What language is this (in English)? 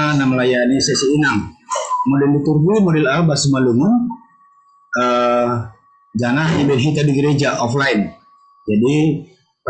Batak Simalungun